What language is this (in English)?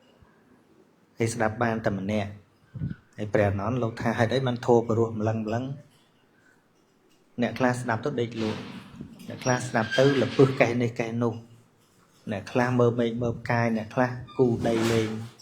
Khmer